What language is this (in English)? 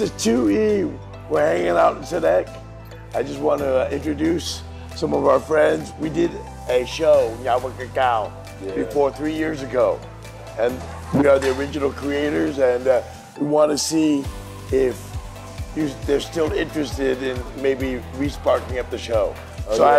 Vietnamese